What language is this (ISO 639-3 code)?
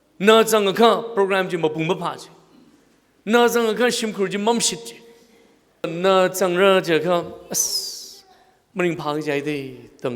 nmf